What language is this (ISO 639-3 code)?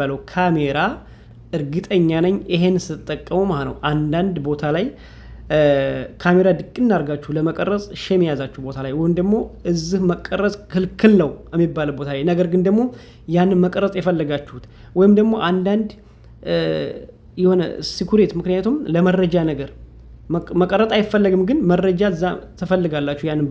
amh